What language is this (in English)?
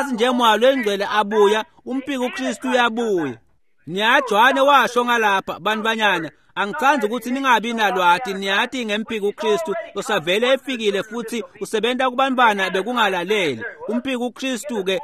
Swati